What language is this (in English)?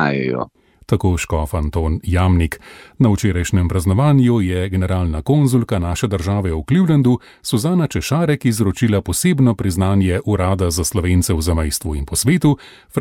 Slovenian